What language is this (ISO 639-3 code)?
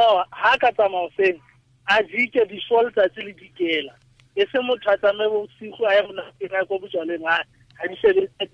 tsn